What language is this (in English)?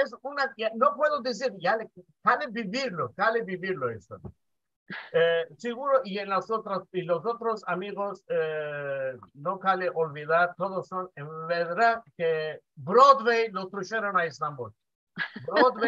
Ladino